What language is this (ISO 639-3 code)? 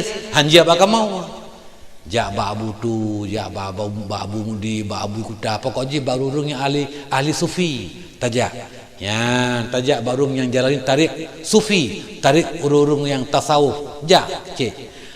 ace